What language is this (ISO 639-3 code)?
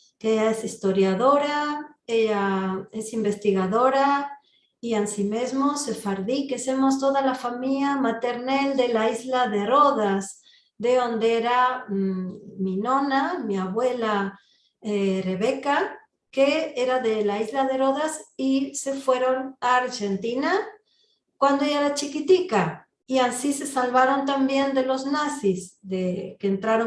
lad